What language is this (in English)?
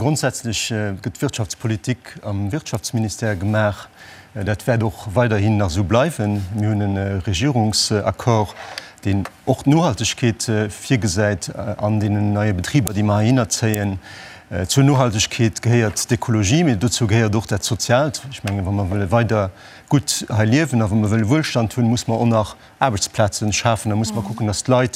Luxembourgish